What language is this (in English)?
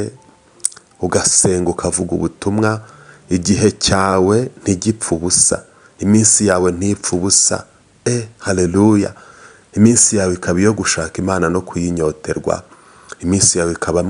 Kinyarwanda